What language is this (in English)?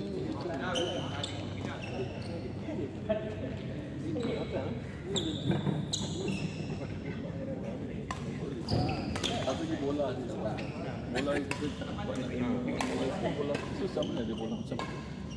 Malay